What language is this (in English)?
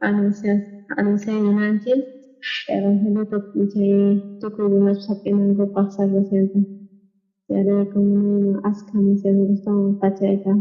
South Bolivian Quechua